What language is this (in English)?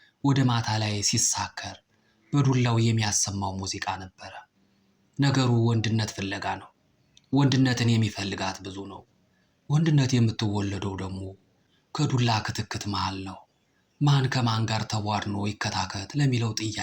Amharic